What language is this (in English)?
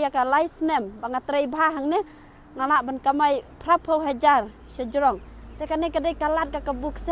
Khasi